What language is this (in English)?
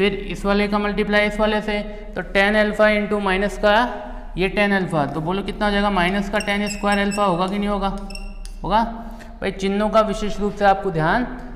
Hindi